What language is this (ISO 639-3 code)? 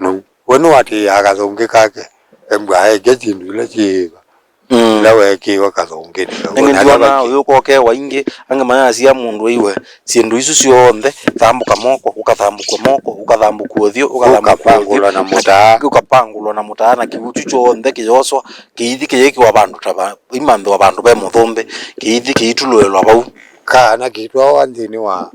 kam